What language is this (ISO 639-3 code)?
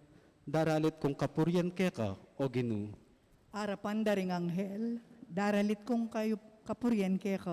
pam